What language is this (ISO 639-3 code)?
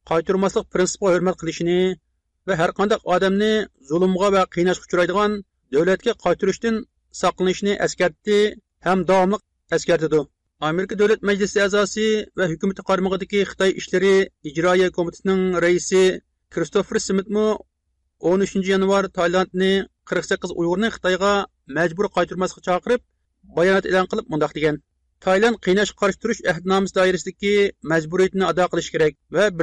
uig